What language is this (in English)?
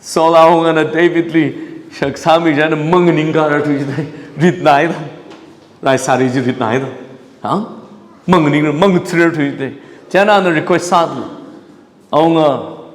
Tangkhul Naga (India)